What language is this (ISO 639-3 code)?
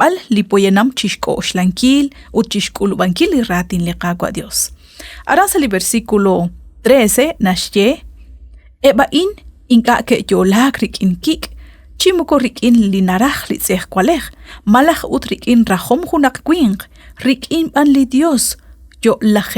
kek